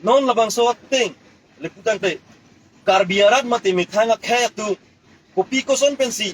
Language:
Karbi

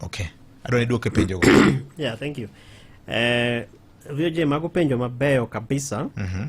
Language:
Luo (Kenya and Tanzania)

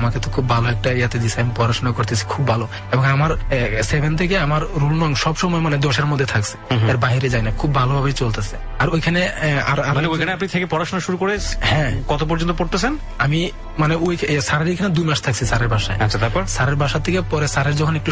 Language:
Bangla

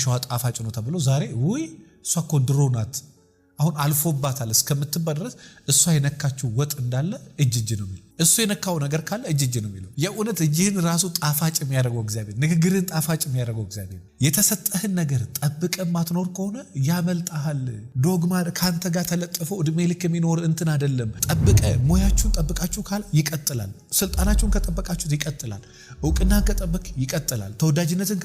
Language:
Amharic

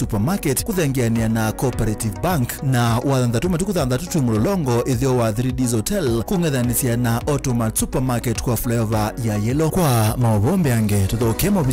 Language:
Kamba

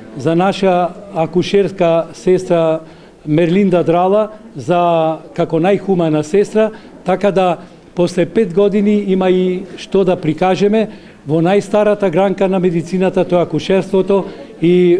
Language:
Macedonian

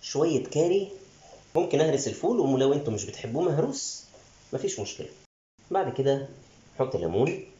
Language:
Egyptian Arabic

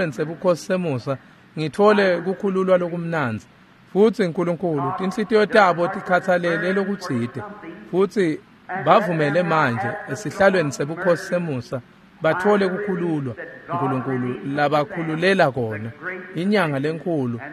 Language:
Swati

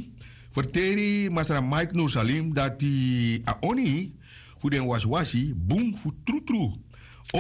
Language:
Sranan Tongo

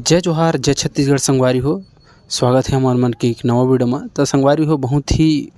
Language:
Chhattisgarhi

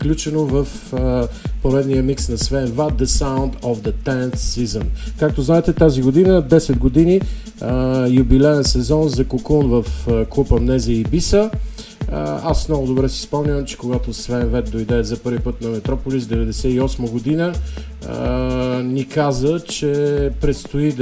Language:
Bulgarian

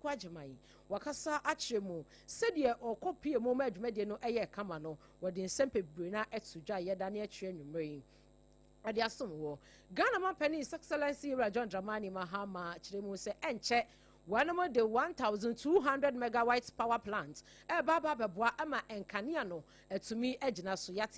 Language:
Akan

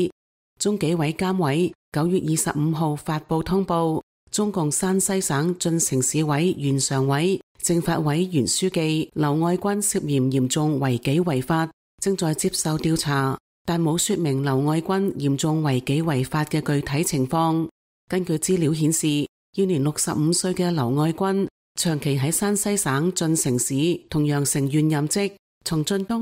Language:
Cantonese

